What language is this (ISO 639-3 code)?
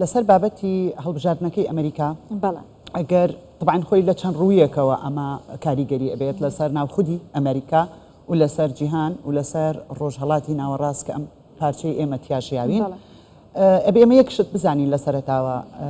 ckb